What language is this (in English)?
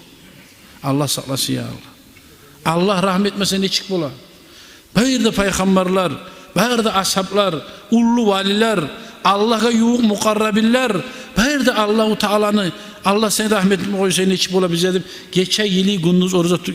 Kumyk